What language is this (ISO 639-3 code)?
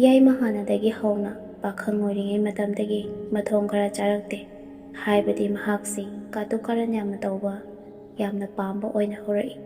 mni